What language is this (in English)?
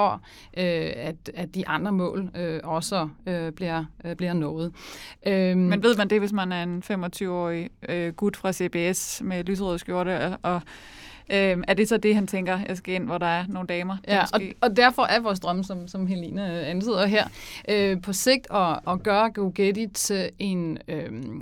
Danish